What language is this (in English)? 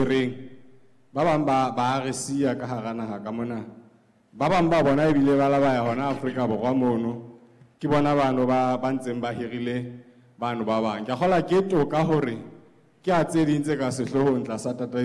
Southern Sotho